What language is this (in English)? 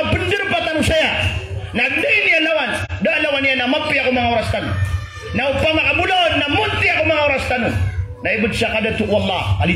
Maranao